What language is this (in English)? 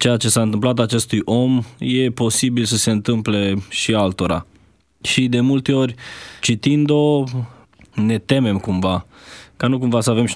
Romanian